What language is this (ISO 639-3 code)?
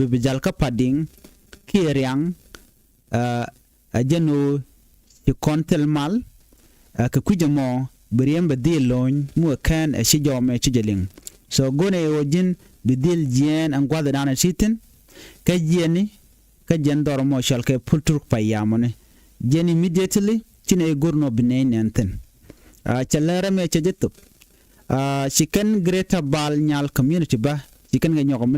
nus